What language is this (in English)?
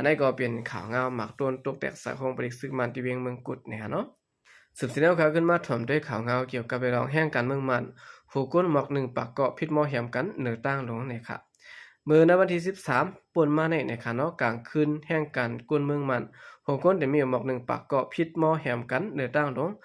Shan